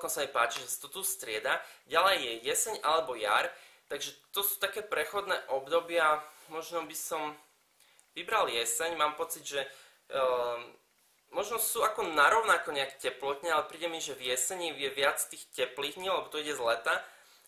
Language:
Slovak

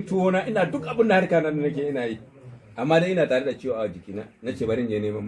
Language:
Hausa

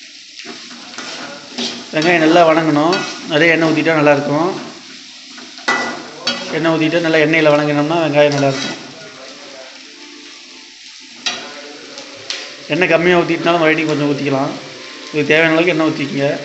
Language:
Tamil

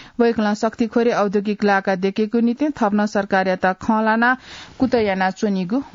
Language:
Newari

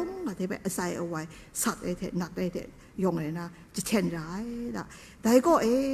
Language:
Kachin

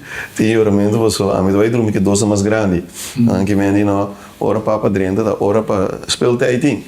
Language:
Papiamento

